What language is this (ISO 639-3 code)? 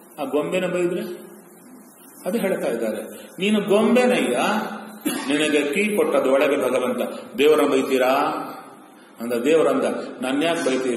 kan